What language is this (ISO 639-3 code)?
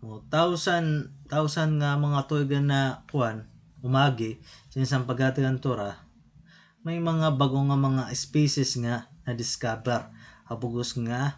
war